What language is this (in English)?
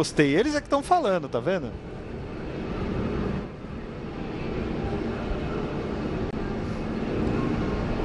Portuguese